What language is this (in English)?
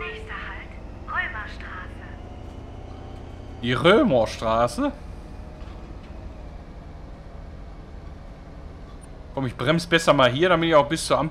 German